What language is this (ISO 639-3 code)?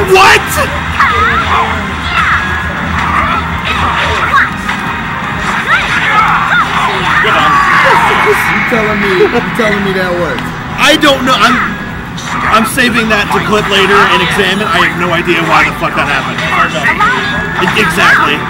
eng